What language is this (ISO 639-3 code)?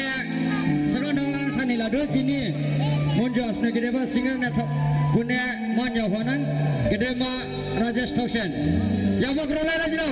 dis